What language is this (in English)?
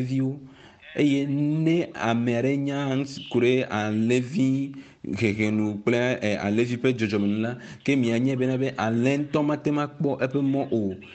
Ewe